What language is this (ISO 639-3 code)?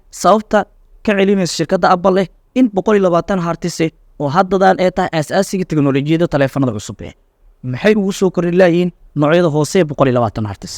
som